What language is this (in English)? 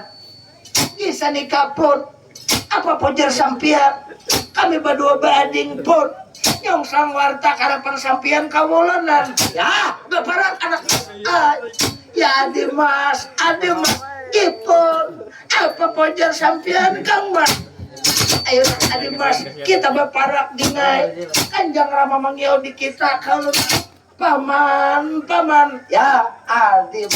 Banjar